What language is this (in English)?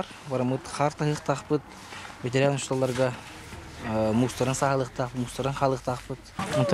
Yakut